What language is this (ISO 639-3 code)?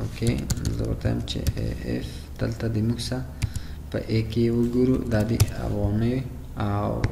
pus